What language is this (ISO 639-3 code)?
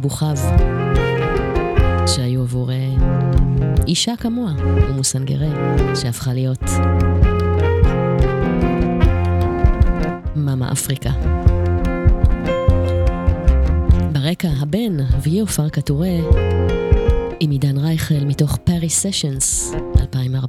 heb